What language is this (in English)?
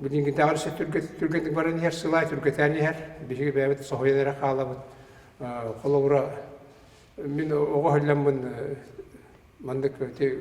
Yakut